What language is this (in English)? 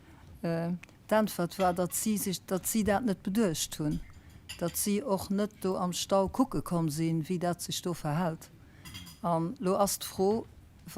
Luxembourgish